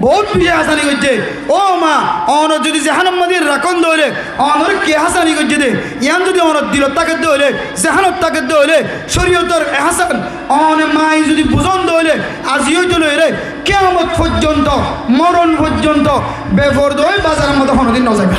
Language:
Rohingya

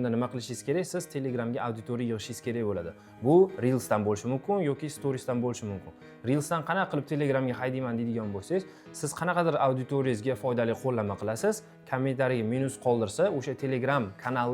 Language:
Uzbek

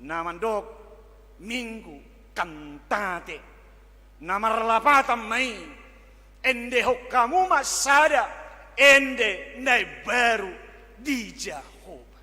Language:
Batak Toba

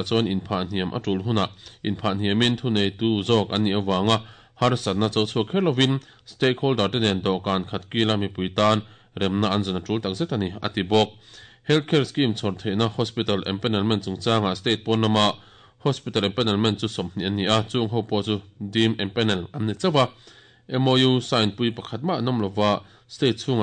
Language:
Mizo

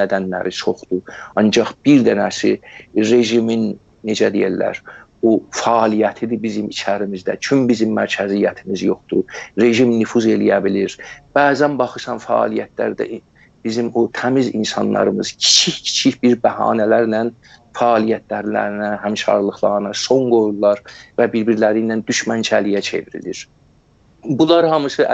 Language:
South Azerbaijani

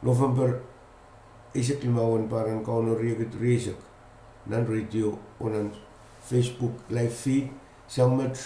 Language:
Pohnpeian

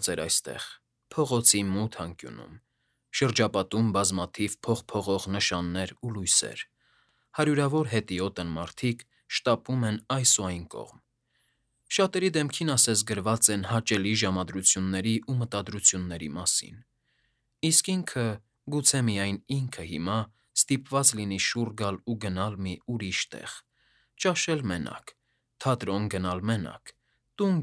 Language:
Armenian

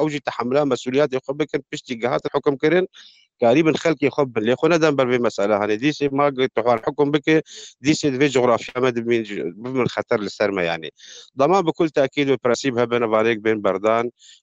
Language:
Kurdish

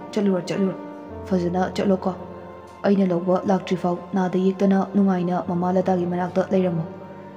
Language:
Manipuri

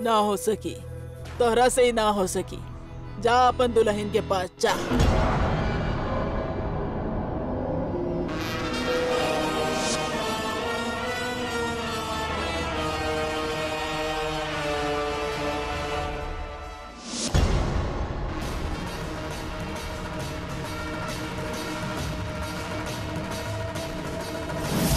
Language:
Bhojpuri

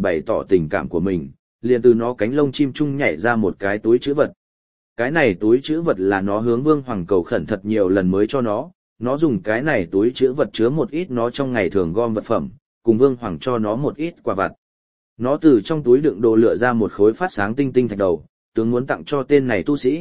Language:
Vietnamese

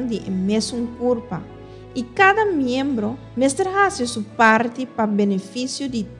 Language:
Papiamento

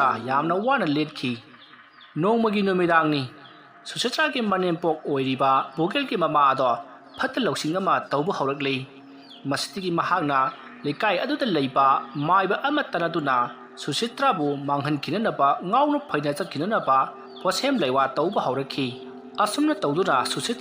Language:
Manipuri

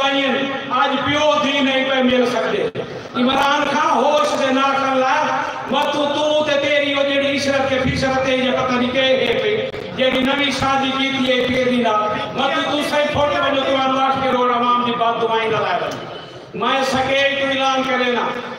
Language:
Saraiki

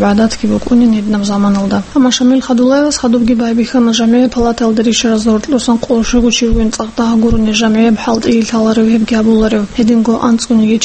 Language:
Avaric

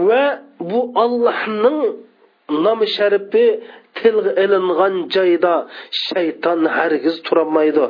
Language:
Uyghur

